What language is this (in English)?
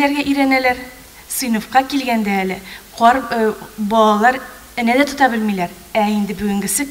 Tatar